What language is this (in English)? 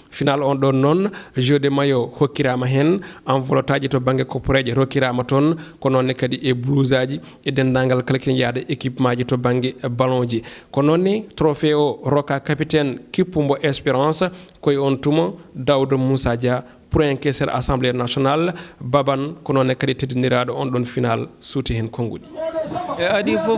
Fula